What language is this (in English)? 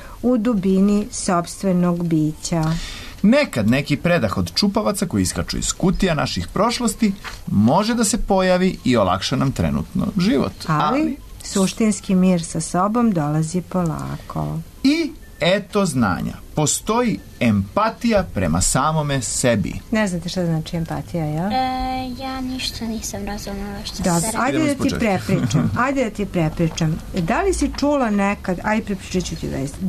Serbian